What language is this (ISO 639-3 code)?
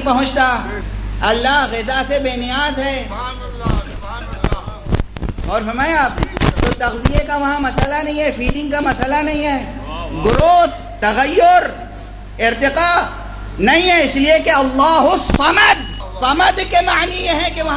urd